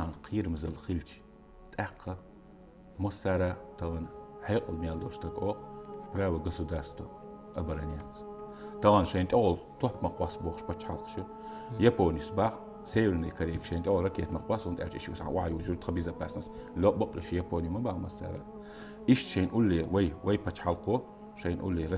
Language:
Chechen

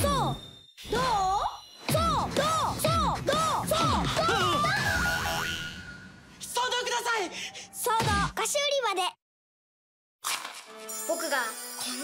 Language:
Japanese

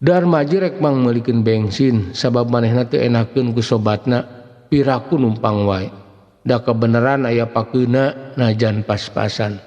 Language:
Sundanese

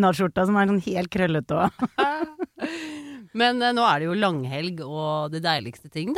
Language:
Norwegian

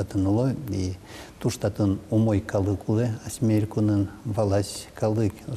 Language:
Udmurt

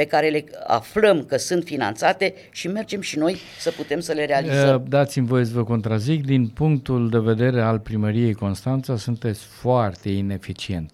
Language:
Romanian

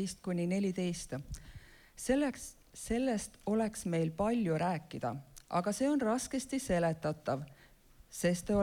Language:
Estonian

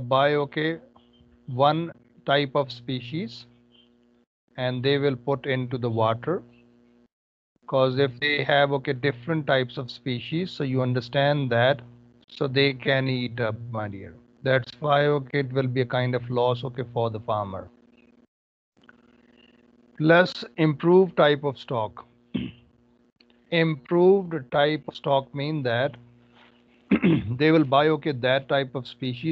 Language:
English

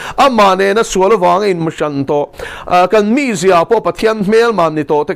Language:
Mizo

